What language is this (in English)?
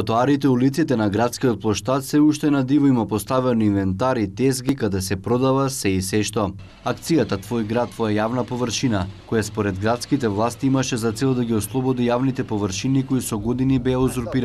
Macedonian